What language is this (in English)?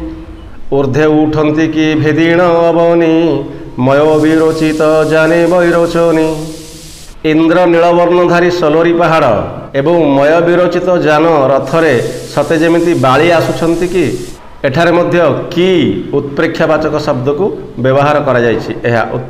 Odia